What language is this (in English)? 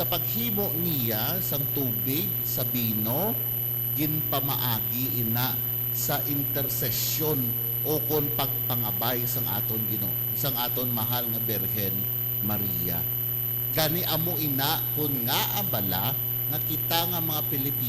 Hiligaynon